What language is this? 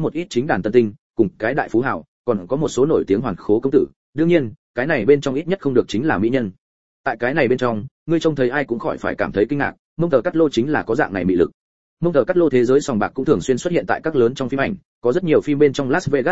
Vietnamese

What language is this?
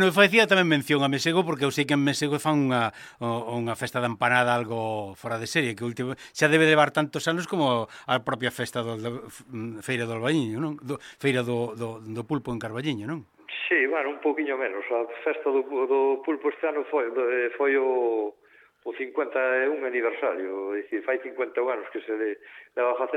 Galician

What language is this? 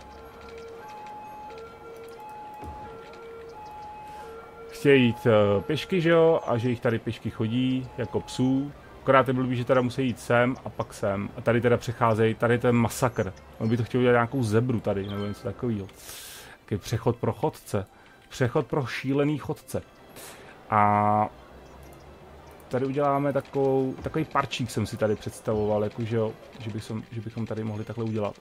Czech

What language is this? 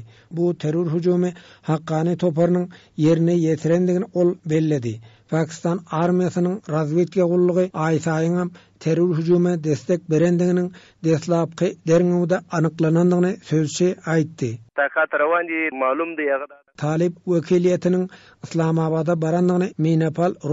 Turkmen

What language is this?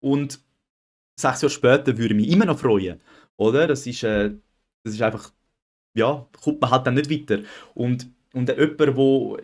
Swiss German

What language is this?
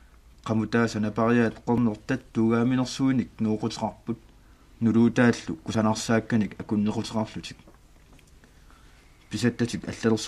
Kalaallisut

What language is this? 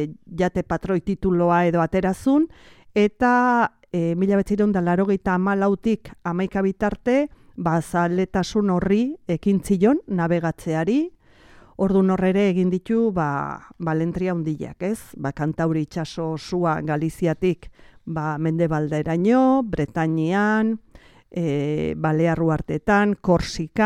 Basque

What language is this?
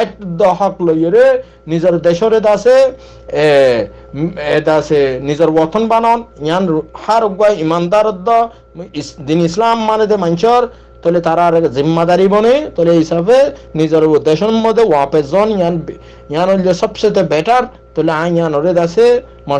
Rohingya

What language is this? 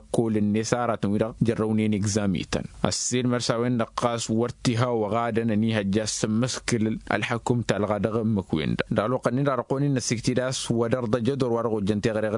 Tamasheq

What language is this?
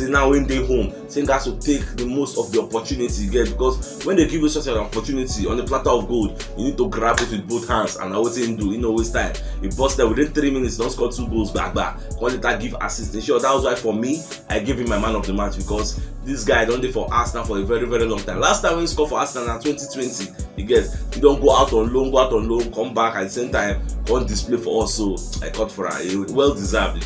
Nigerian Pidgin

